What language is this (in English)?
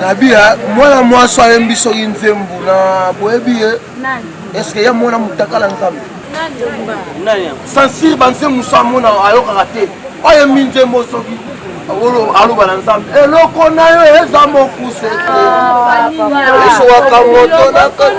Lingala